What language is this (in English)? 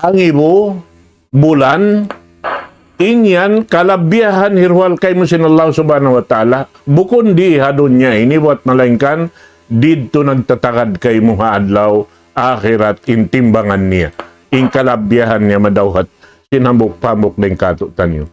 Tausug